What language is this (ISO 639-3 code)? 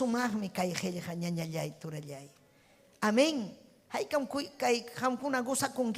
quy